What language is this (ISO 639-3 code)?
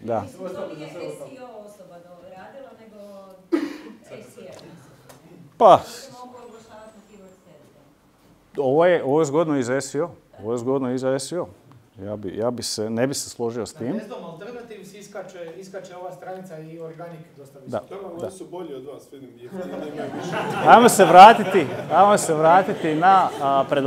hrv